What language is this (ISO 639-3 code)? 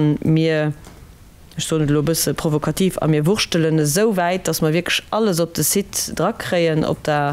ltz